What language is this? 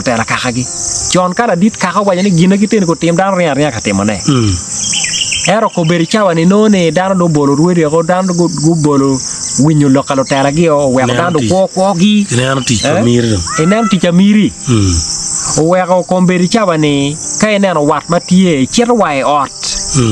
Acoli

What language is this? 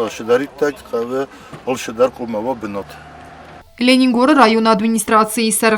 Ossetic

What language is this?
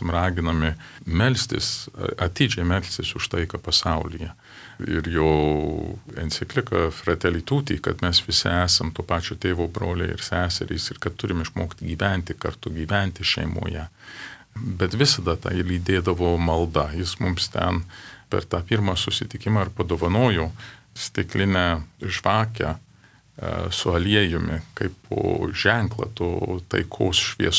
Lithuanian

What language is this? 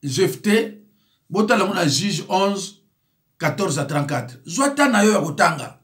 Lingala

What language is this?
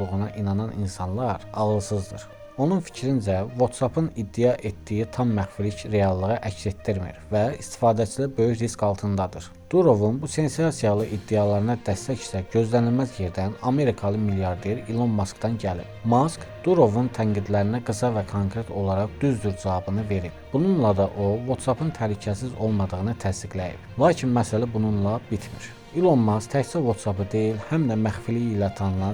Azerbaijani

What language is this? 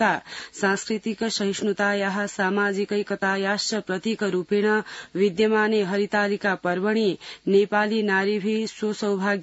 Sanskrit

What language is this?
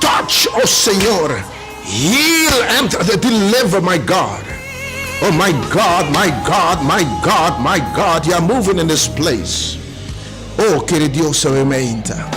Papiamento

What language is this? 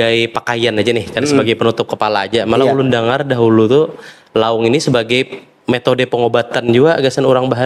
Banjar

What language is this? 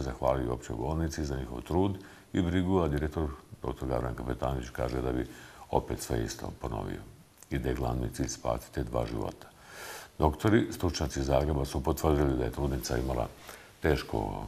Bosnian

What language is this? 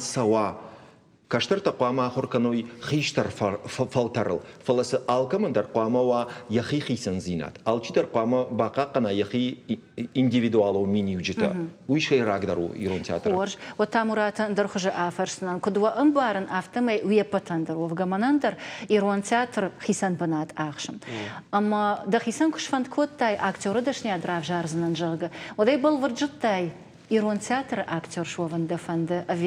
Ossetic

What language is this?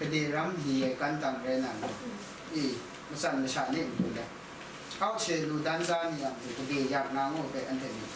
Kachin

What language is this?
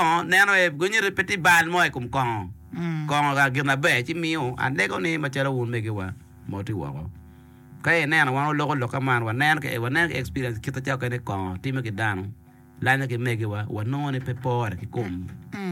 Acoli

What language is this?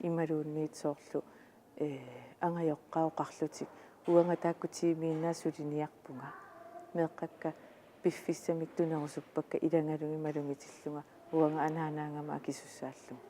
Kalaallisut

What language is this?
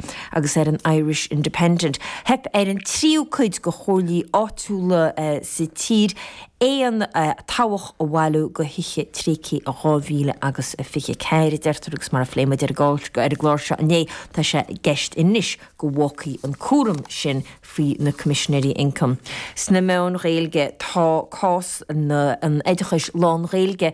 Irish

